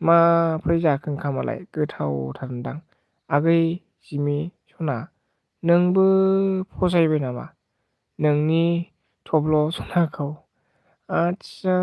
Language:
Bodo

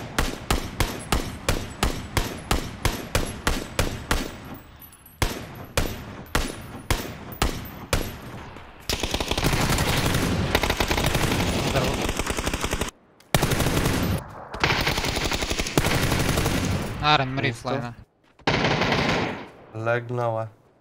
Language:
Bulgarian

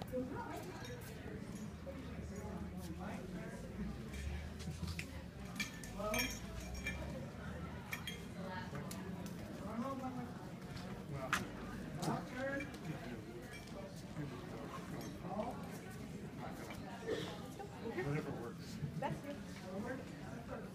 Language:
English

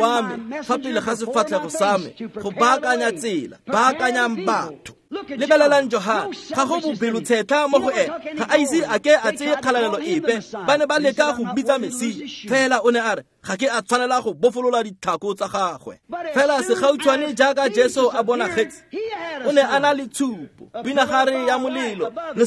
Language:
Tswana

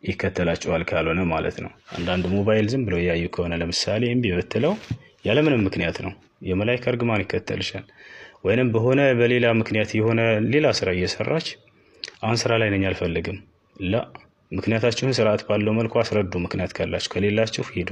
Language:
Amharic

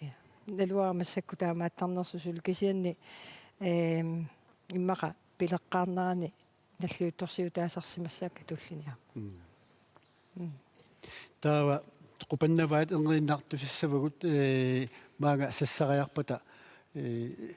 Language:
Kalaallisut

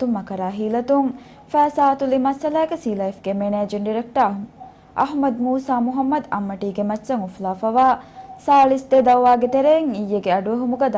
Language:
Divehi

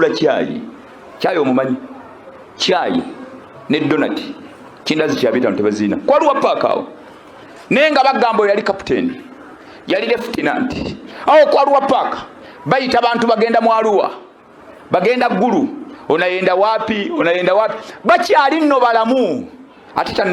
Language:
Ganda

